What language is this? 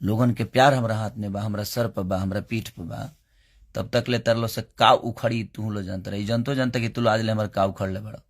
Bhojpuri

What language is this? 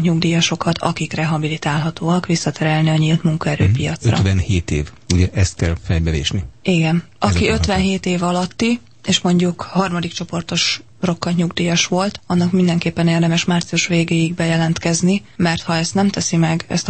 Hungarian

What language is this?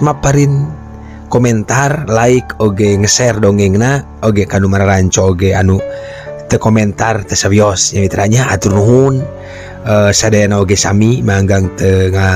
Sundanese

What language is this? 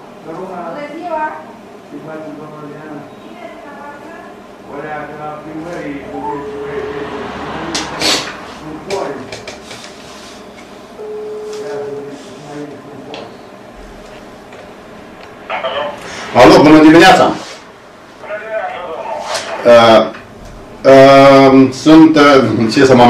Romanian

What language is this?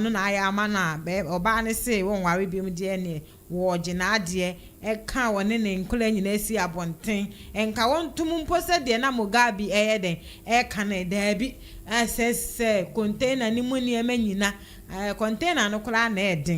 Akan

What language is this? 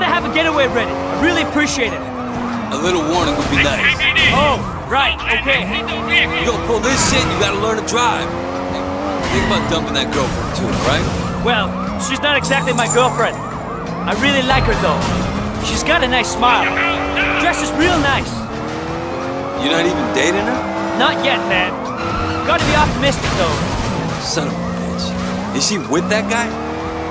English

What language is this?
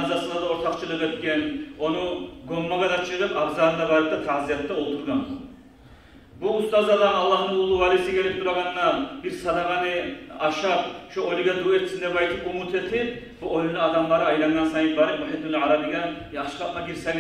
Kumyk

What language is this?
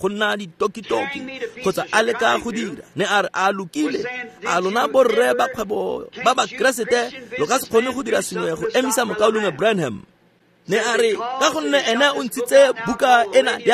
Tswana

